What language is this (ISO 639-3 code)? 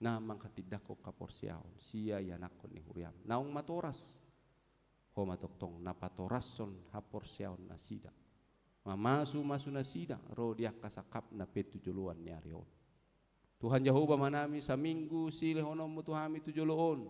bbc